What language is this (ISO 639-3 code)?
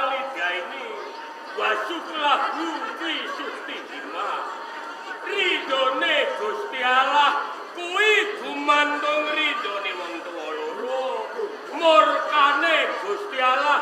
jav